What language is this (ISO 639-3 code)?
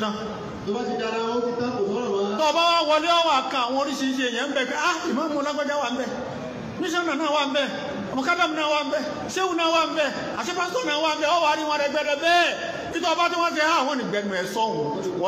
yor